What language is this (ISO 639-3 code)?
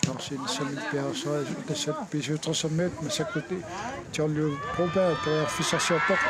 kal